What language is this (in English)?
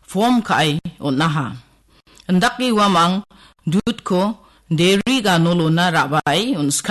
Garo